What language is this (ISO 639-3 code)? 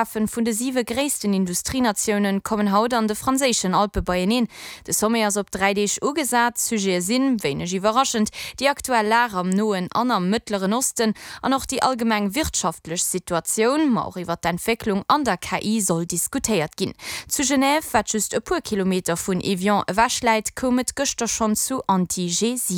ltz